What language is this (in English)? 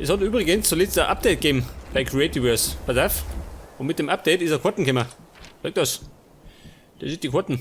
Bavarian